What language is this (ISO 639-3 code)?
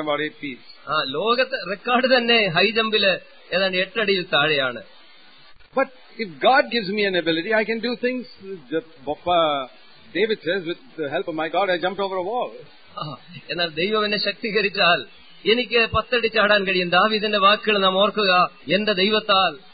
mal